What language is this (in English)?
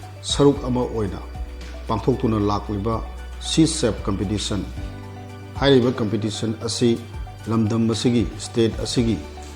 Manipuri